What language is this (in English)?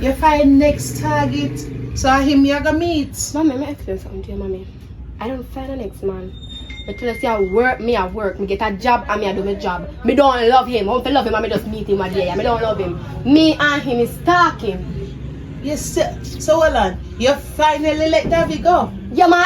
Jamaican Creole English